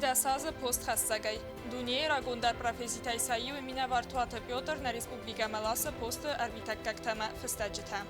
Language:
Ossetic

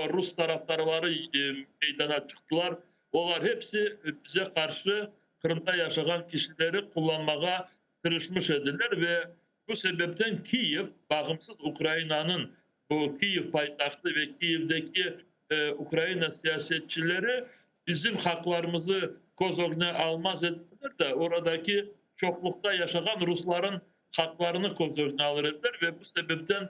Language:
Crimean Tatar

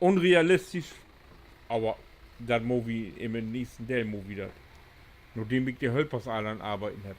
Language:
Low German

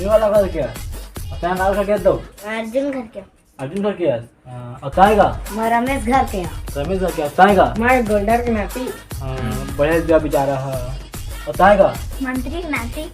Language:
Chhattisgarhi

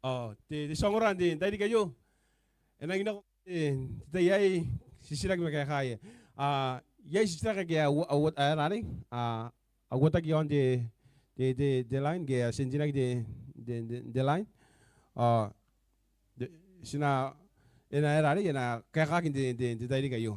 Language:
Gilbertese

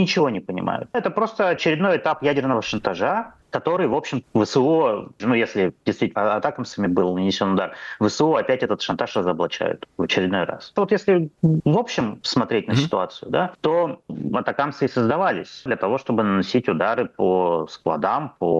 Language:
Russian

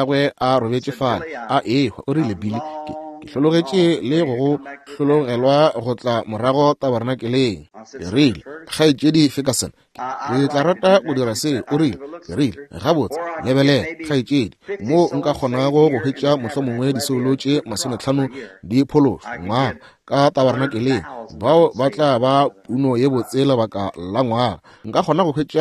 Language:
Northern Sotho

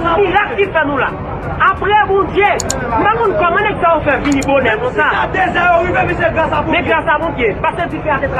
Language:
Haitian Creole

